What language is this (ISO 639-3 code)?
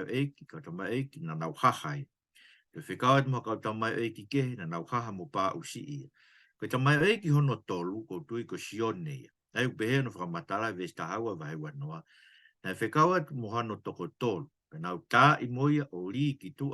ton